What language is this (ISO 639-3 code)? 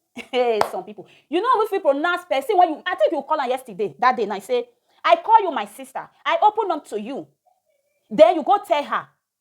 pcm